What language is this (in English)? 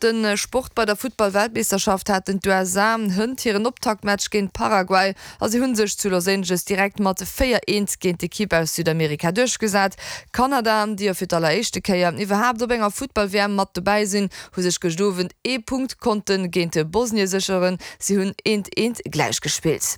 Luxembourgish